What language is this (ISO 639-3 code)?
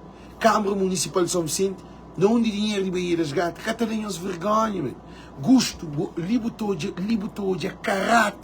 kea